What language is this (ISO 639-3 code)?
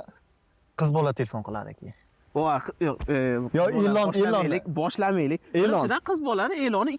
uzb